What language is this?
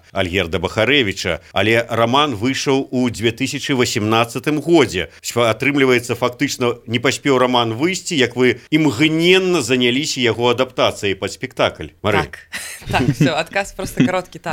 Belarusian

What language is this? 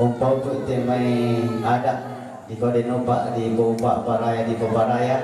Toraja-Sa'dan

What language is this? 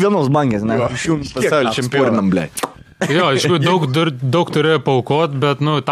Lithuanian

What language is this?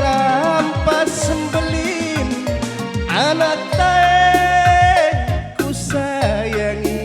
Batak Karo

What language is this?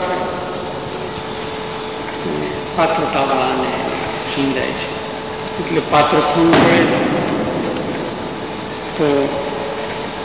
Gujarati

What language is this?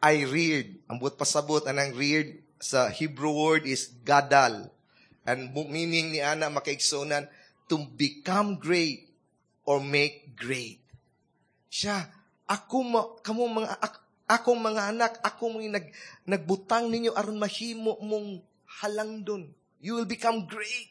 Cebuano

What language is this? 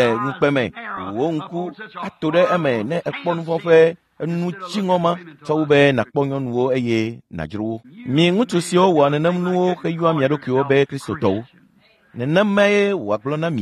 Ewe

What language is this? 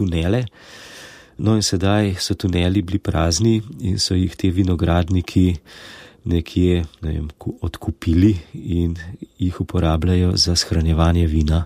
Slovenian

